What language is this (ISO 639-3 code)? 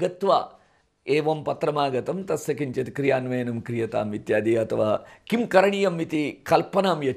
san